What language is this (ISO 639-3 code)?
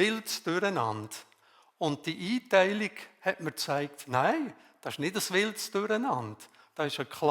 gsw